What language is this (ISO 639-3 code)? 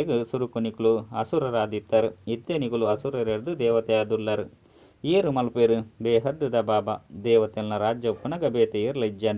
tcy